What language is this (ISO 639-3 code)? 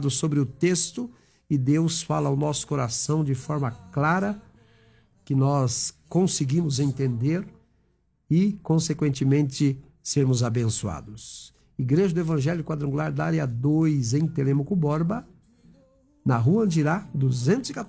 por